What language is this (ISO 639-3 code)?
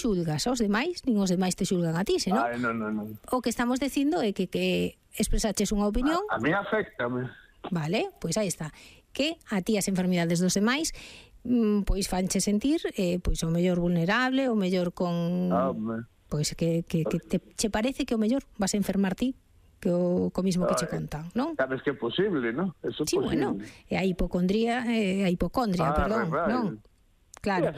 glg